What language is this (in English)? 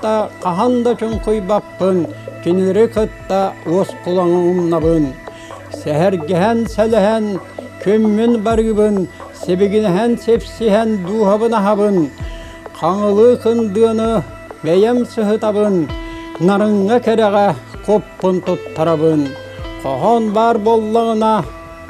Yakut